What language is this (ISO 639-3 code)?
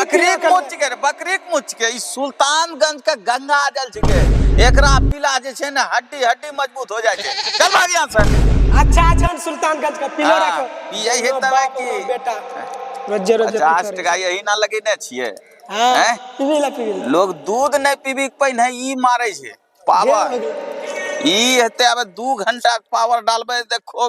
mai